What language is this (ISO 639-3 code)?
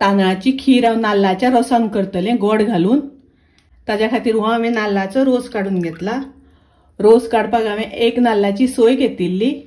kok